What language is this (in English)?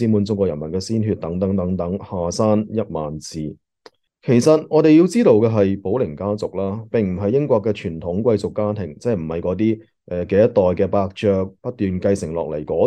Cantonese